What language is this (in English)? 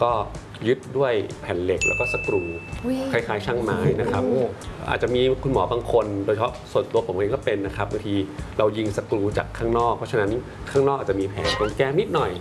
Thai